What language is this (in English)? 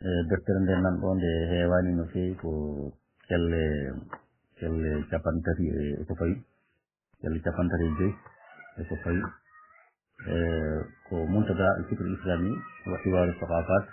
Fula